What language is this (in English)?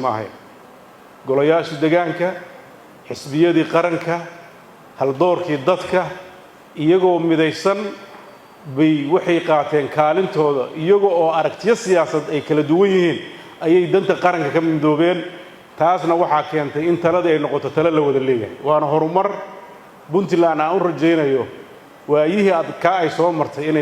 Somali